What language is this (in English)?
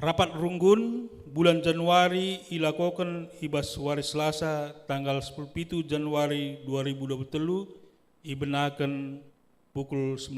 Batak Karo